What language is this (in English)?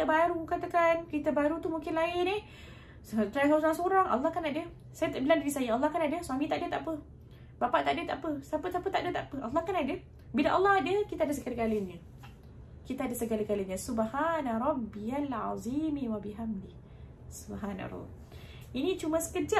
Malay